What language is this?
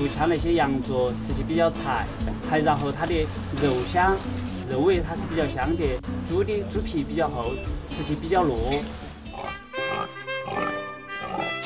Chinese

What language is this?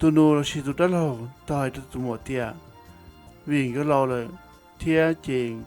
Hmong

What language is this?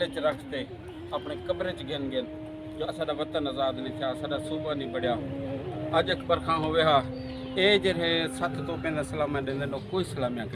Saraiki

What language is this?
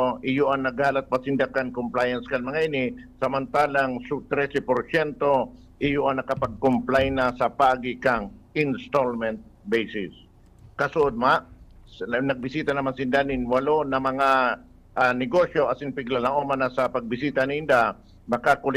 Bikol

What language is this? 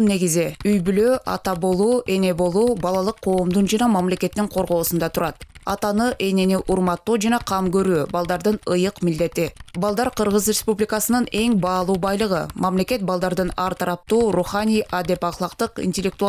Kyrgyz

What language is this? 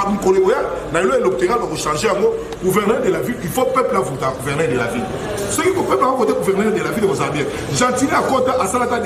Lingala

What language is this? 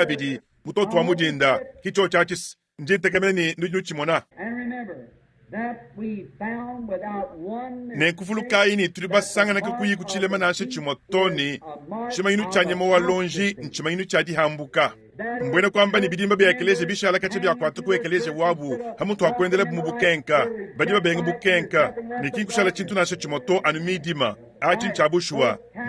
Luba-Lulua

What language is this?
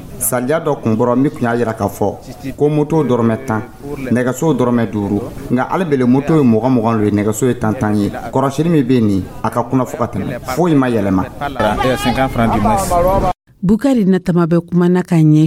Dyula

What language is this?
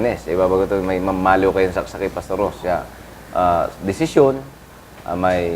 Pangasinan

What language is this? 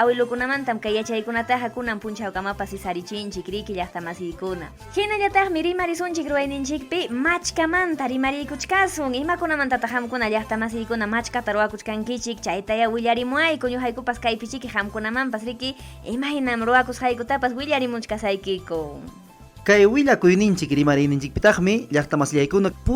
Ayacucho Quechua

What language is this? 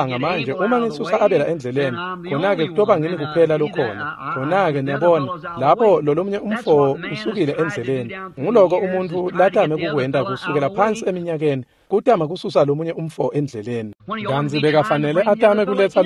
Swati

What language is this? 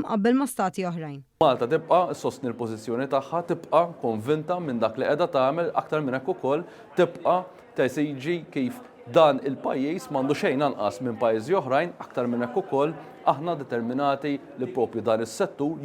Maltese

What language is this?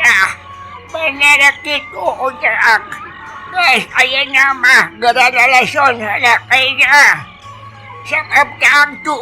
Sundanese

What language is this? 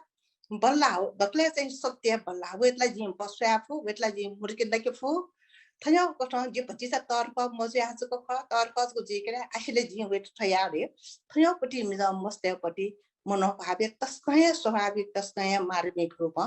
Newari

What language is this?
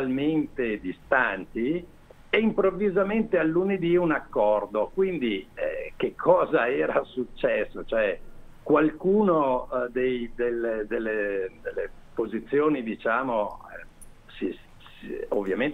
Italian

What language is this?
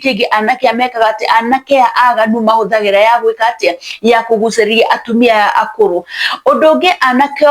Kikuyu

